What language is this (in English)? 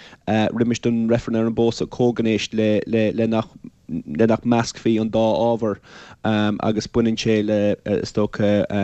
Irish